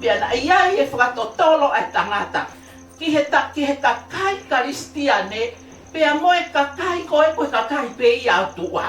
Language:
Tongan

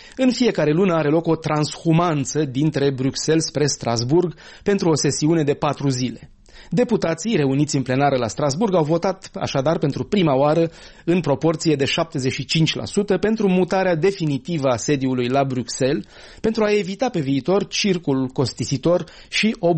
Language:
Romanian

